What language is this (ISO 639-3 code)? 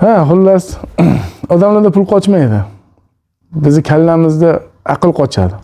uzb